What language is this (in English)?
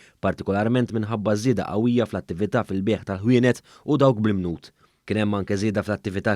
Maltese